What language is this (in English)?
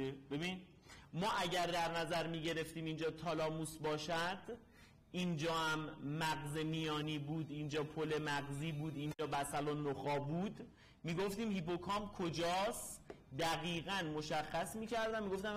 Persian